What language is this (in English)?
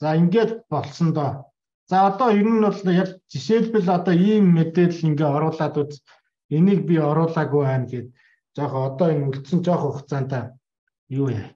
Mongolian